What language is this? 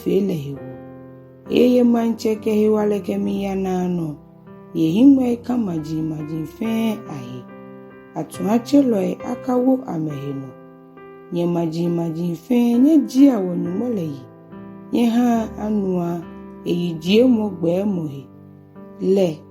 Ga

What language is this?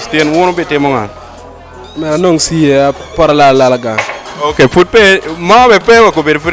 Acoli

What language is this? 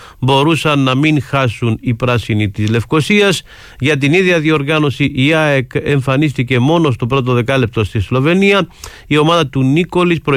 Greek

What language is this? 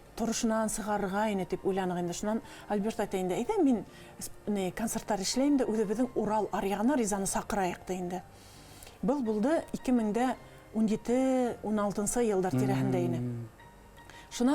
Bashkir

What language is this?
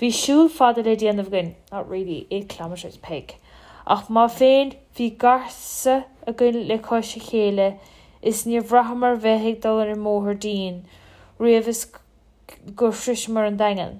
Irish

